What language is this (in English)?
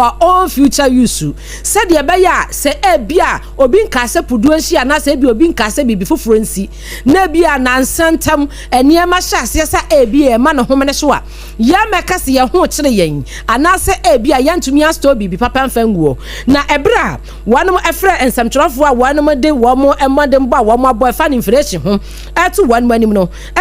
Akan